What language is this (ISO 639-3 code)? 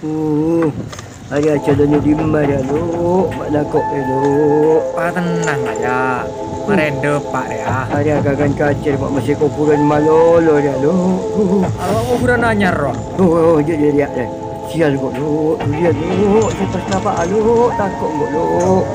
mad